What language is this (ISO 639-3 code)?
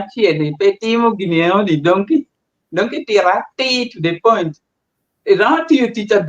ach